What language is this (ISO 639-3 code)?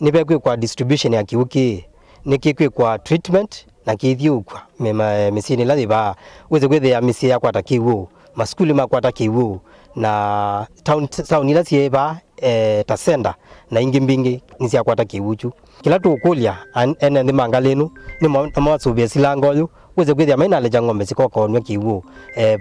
kam